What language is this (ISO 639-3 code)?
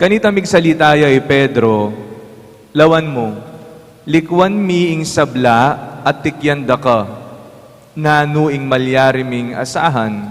pam